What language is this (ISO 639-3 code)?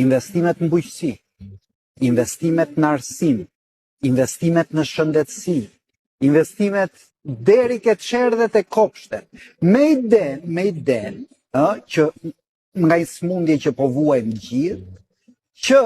sqi